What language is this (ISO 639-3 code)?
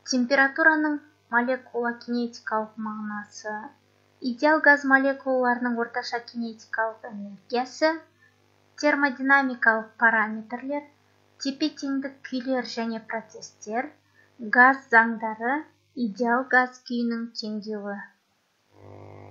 kaz